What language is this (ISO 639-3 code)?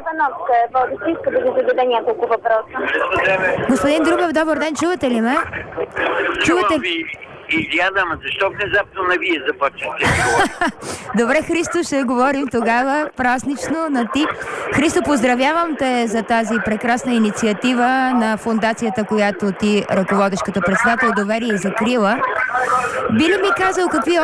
bul